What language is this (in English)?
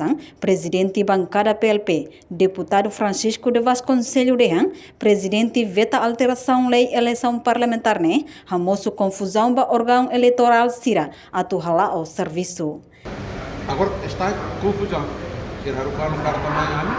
Tetum